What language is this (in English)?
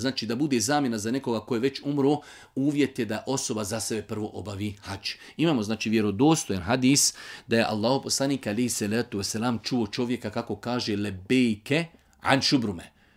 Bosnian